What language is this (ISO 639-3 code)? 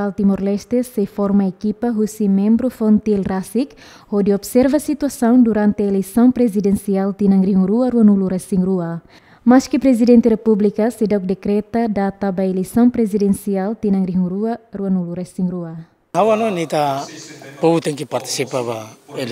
tet